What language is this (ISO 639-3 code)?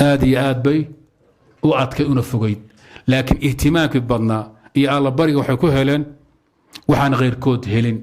som